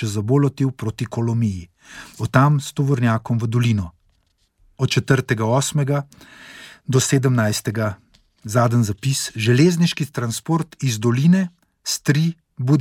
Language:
Slovenian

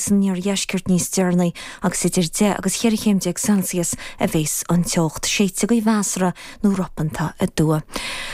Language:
Irish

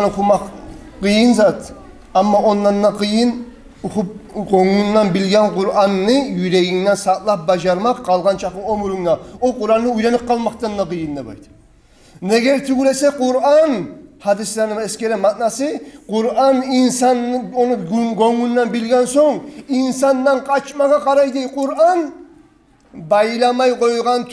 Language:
Kumyk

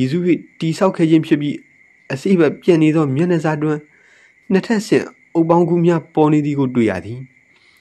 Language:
Burmese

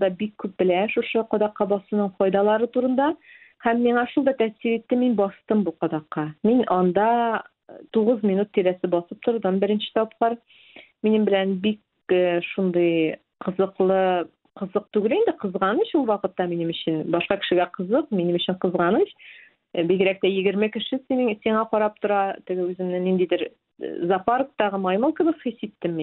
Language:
Tatar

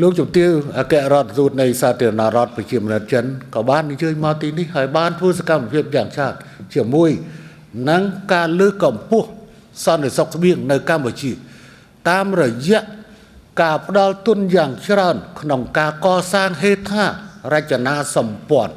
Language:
Khmer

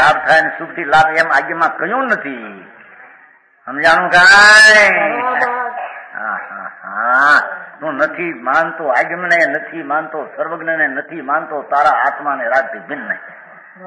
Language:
Gujarati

